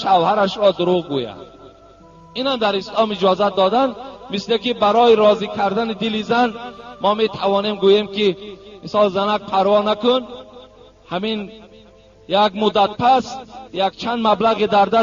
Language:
Tajik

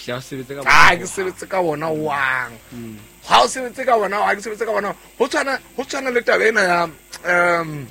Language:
Southern Sotho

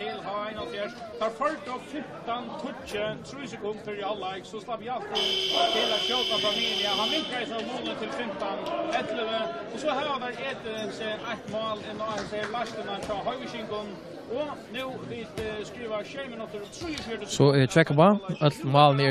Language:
Faroese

